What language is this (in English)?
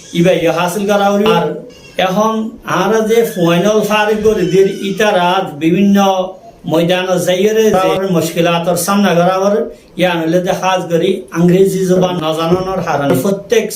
Rohingya